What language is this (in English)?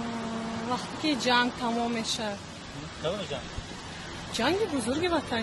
Tajik